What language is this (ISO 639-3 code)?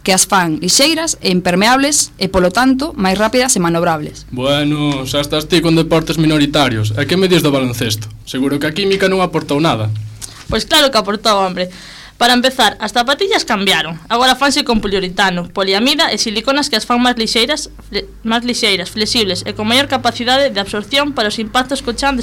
glg